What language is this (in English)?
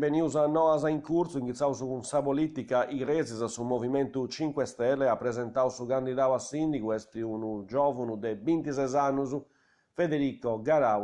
Sardinian